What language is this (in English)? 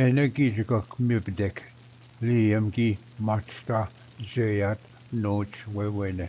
Ojibwa